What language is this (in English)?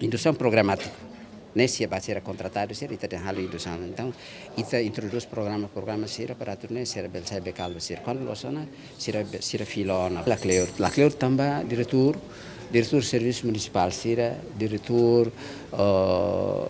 Tetum